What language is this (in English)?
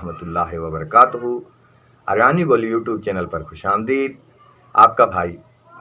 Haryanvi